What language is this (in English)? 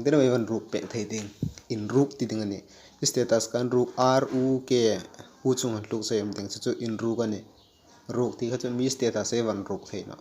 Hmar